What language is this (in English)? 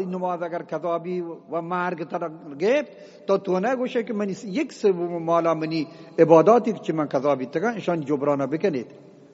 Eastern Balochi